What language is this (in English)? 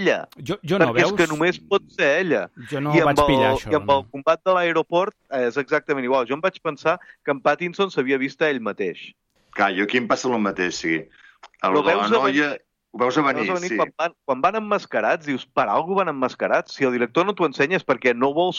Catalan